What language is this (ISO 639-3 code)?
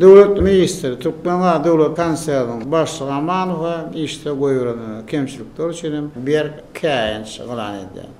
tuk